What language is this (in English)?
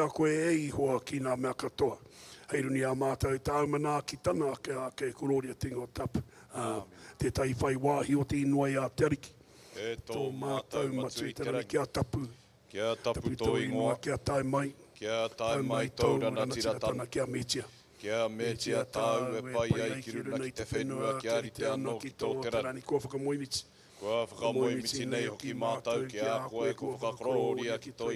Māori